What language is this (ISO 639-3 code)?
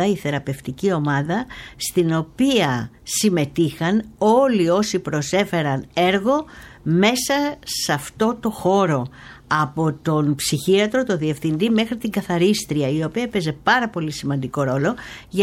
ell